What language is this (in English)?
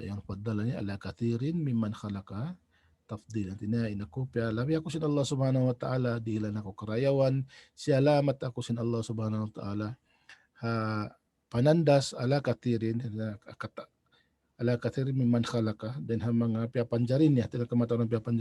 Tausug